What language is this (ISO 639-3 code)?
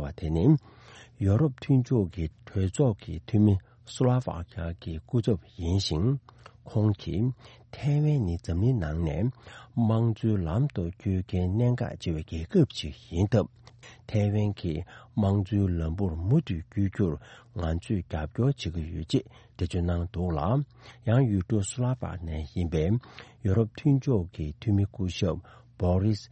bod